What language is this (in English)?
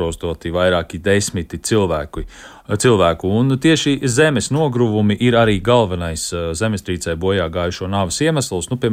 Latvian